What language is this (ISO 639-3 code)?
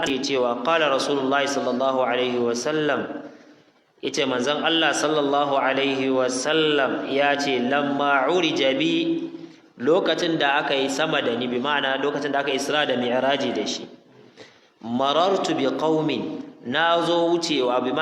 hau